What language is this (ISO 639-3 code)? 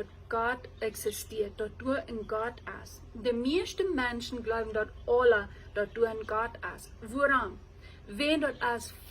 pdt